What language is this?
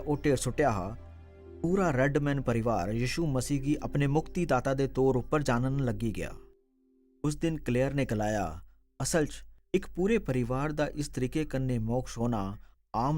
Dogri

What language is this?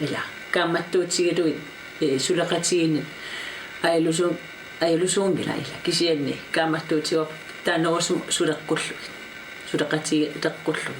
Kalaallisut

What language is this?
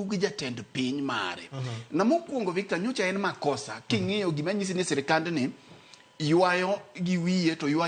Luo (Kenya and Tanzania)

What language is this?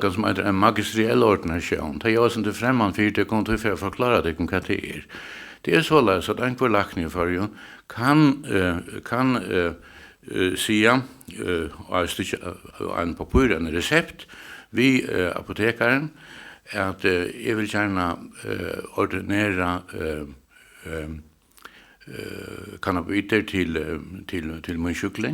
Faroese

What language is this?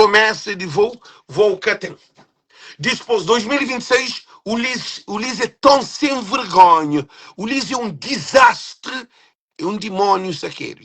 Kabuverdianu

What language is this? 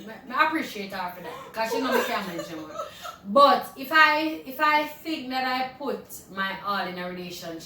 Jamaican Creole English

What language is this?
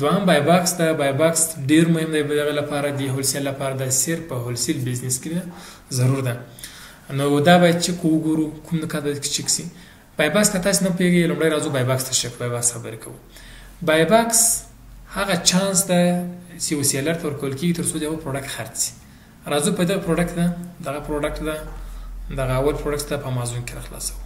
Pashto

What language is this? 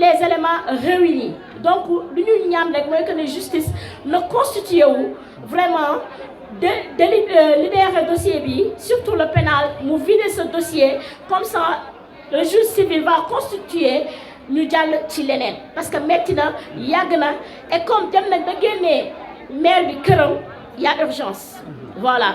Wolof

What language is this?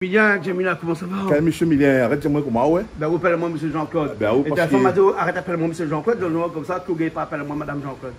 Réunion Creole French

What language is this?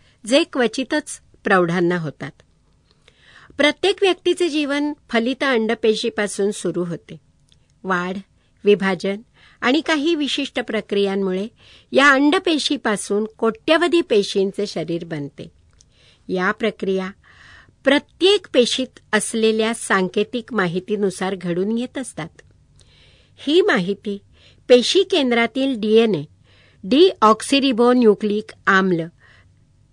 Marathi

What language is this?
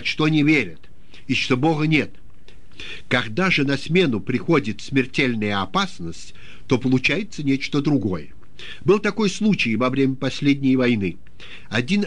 Russian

